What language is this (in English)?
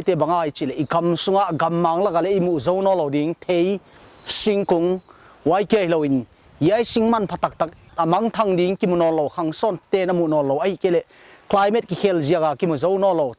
Paite Chin